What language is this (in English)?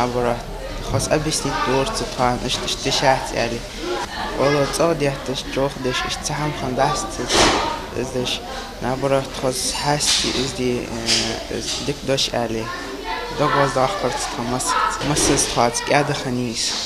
Ingush